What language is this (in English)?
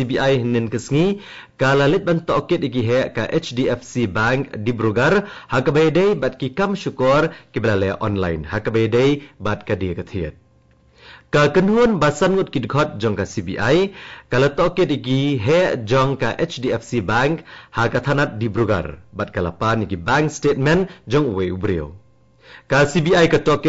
Khasi